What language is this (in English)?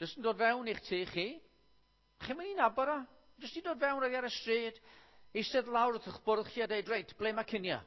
Welsh